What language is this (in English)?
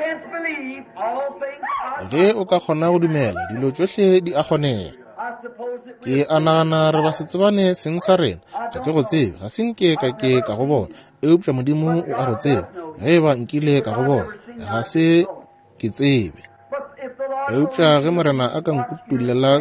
Northern Sotho